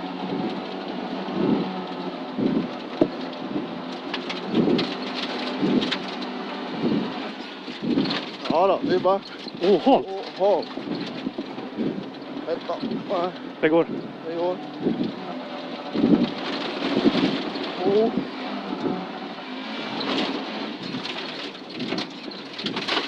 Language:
Swedish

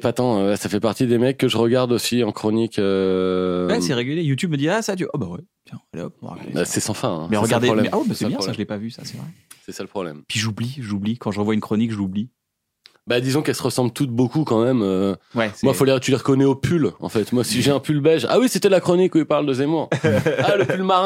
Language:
French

